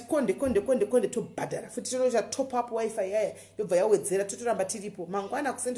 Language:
Shona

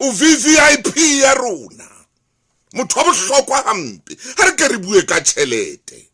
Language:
Southern Sotho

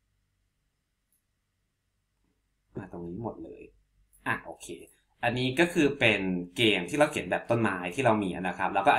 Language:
Thai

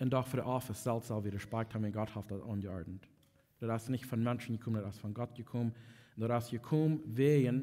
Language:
Plautdietsch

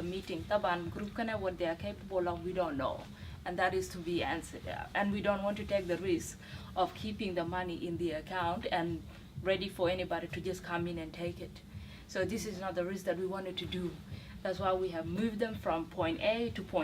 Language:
Dinka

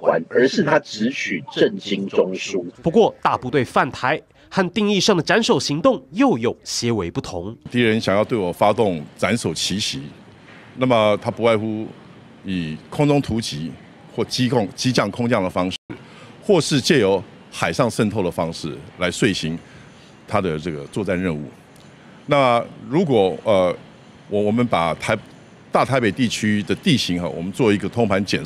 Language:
Chinese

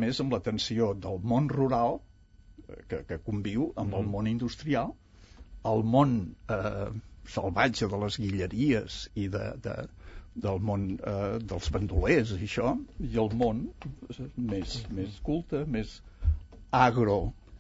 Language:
Catalan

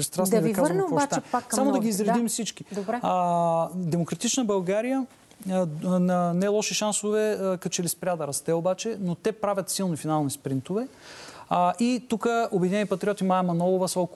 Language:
Bulgarian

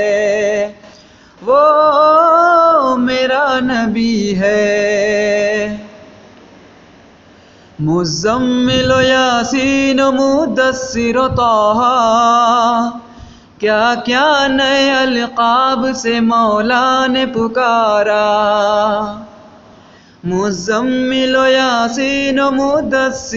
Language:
Urdu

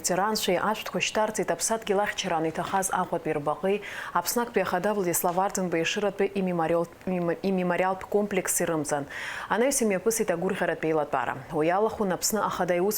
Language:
Abkhazian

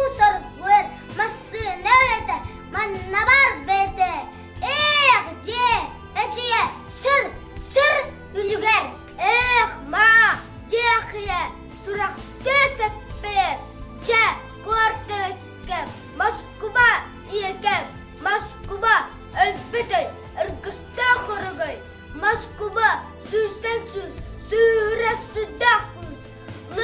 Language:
Yakut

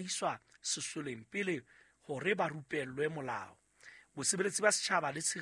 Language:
Southern Sotho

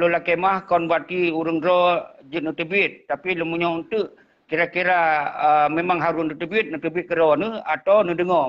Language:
Achinese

